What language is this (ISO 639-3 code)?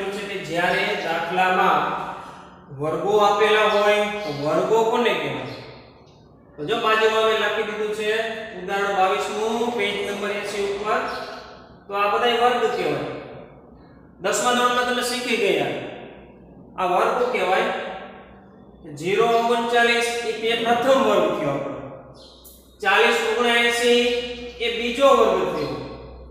guj